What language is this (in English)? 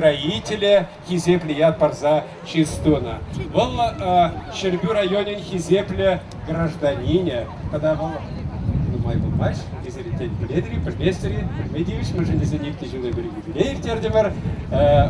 Chuvash